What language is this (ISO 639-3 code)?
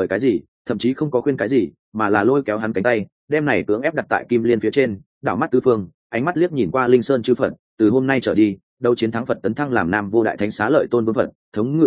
vie